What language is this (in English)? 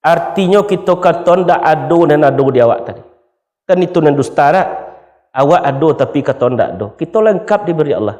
Minangkabau